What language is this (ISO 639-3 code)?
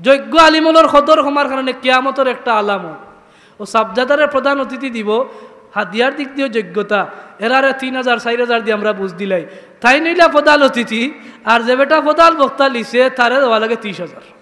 syl